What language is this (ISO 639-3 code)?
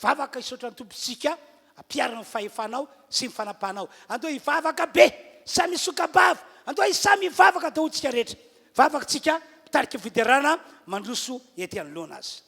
mlg